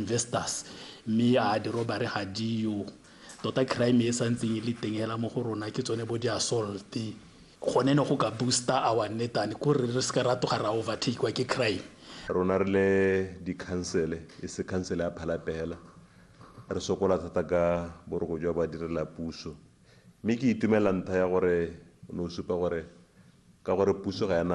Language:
Tswana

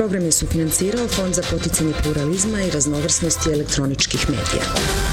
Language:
Croatian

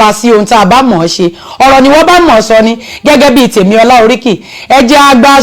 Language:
Yoruba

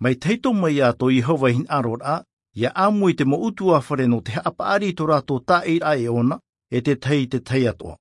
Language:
Tahitian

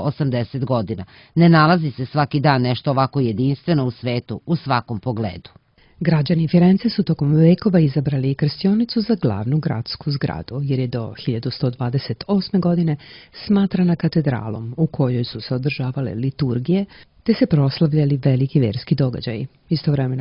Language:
Serbian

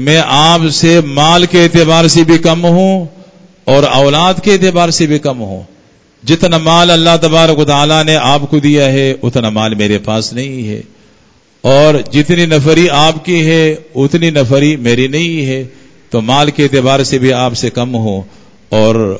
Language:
Urdu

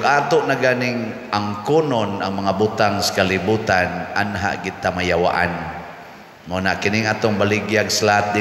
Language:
Cebuano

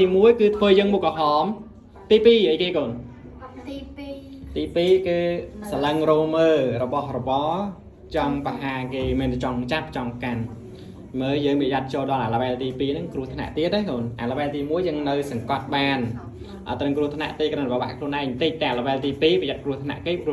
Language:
Khmer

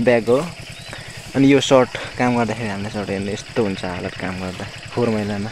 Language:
Nepali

